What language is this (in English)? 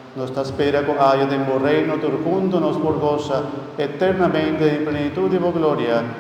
Papiamento